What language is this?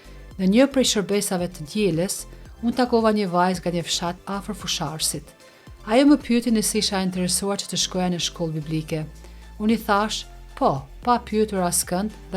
Albanian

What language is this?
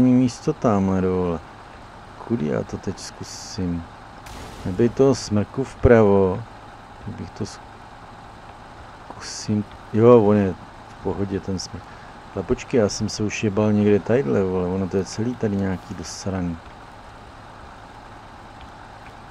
Czech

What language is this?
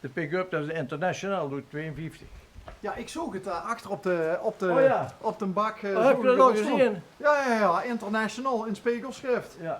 Limburgish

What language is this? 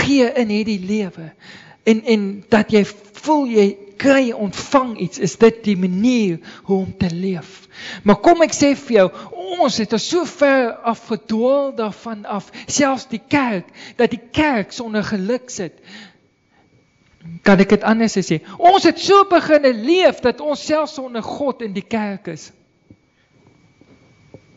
Afrikaans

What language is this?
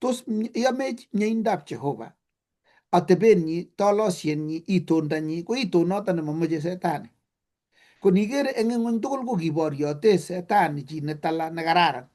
Kalenjin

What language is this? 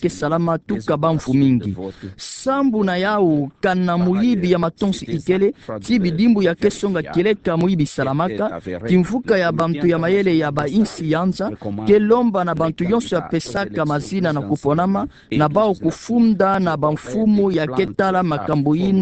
Kituba (Democratic Republic of Congo)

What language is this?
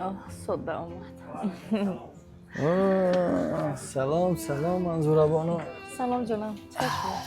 Tajik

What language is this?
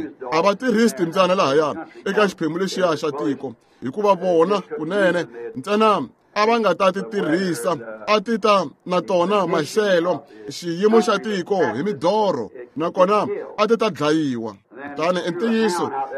Tsonga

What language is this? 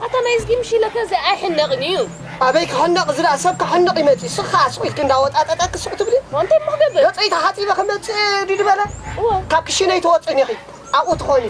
Tigrinya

